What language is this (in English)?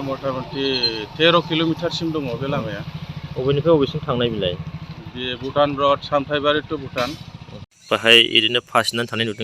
Bodo